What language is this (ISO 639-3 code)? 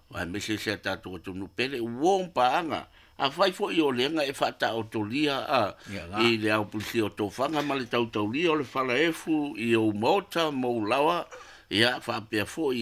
smo